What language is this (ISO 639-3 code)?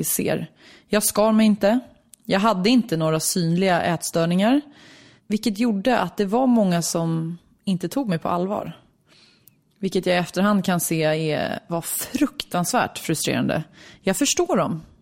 swe